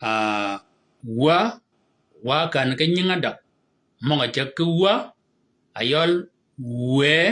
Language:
Shilluk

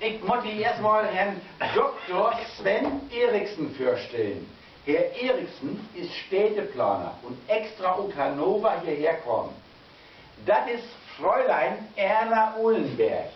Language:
Low German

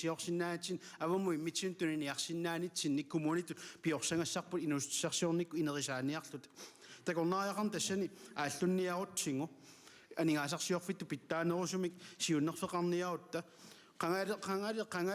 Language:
Kalaallisut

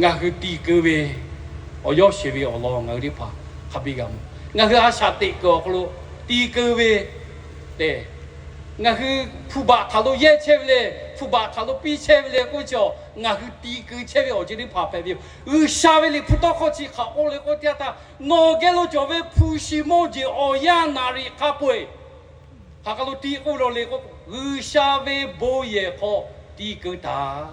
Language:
Lahu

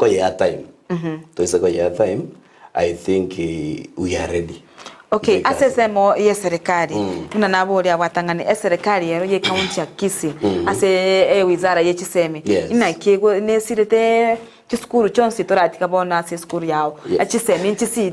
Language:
Gusii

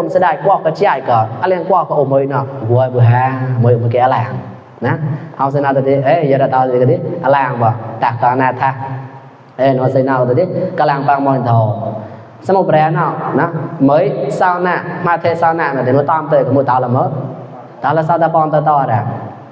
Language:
Mon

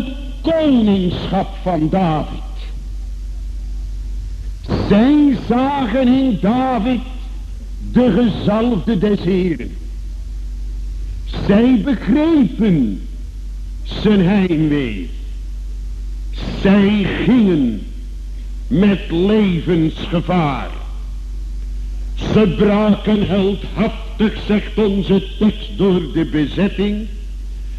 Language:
Dutch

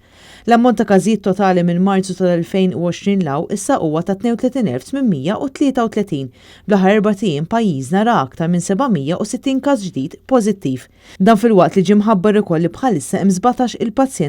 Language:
Maltese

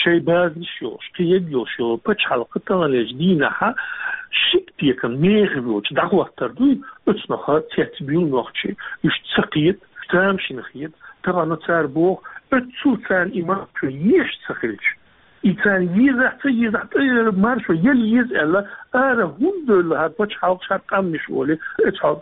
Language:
Chechen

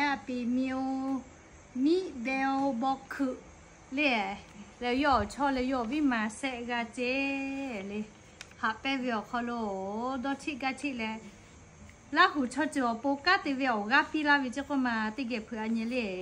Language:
Lahu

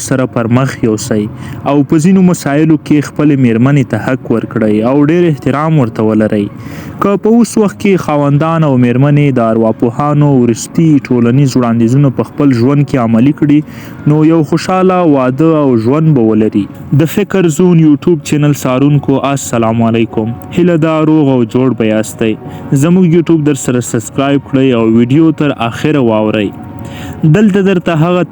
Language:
Pashto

